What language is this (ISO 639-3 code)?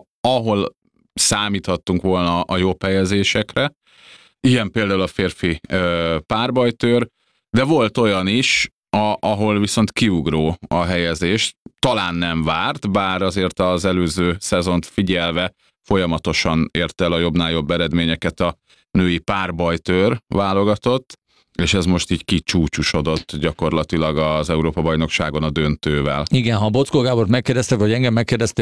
hun